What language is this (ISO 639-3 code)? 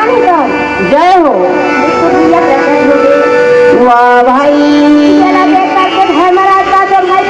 hne